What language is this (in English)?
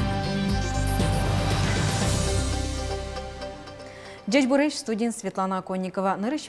Udmurt